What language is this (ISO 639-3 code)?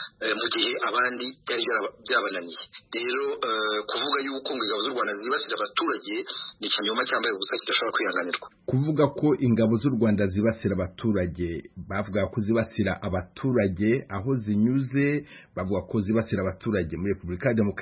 kin